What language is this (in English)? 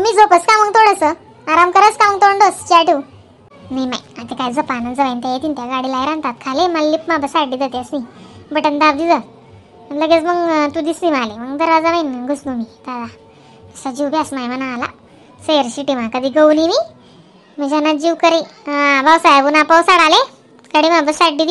Khandesi